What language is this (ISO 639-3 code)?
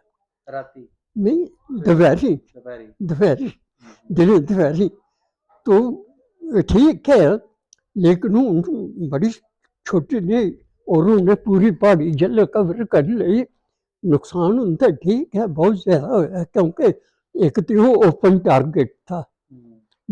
doi